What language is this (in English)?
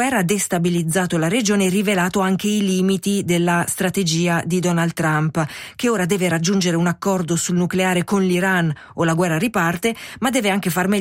Italian